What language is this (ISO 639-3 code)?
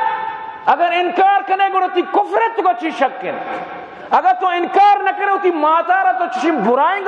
bal